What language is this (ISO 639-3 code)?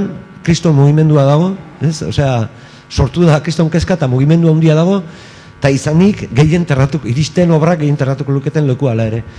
eus